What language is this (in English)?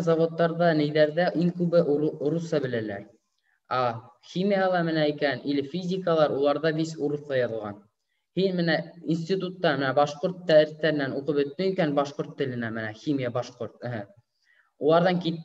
Bashkir